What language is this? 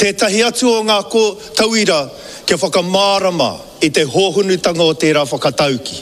Māori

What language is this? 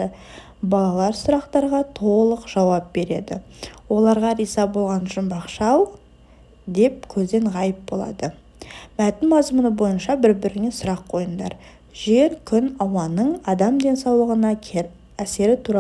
Kazakh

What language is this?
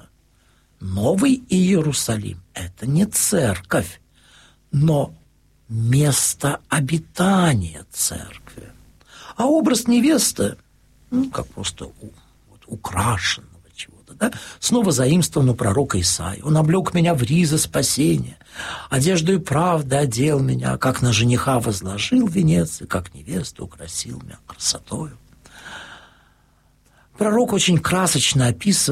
Russian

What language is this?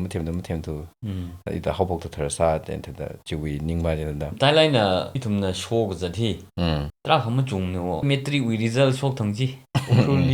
Tangkhul Naga (India)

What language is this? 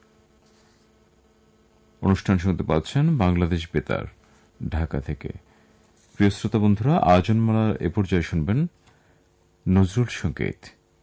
Bangla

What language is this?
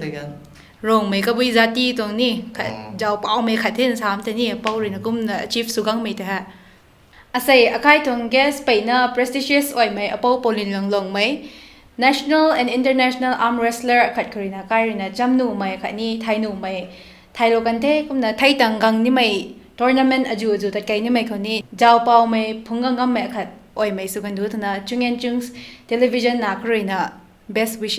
Rongmei Naga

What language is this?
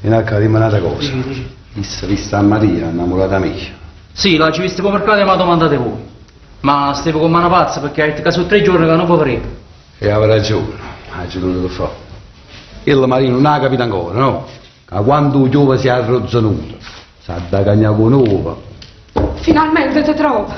Neapolitan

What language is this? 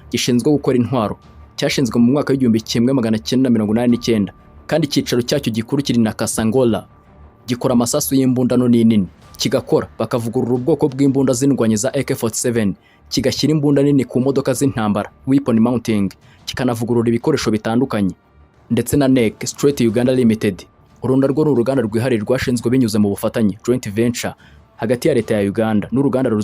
Kinyarwanda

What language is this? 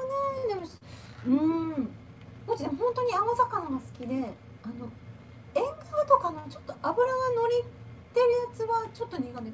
Japanese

